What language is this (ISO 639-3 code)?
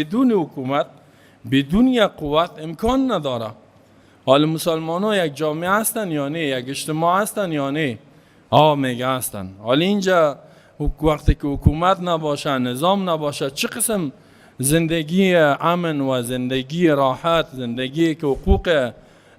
fas